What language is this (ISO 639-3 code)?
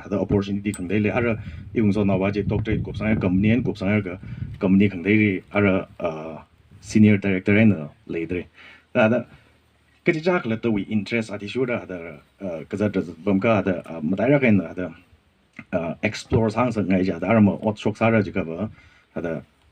nmf